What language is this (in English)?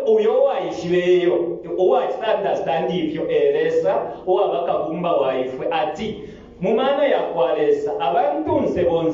Bemba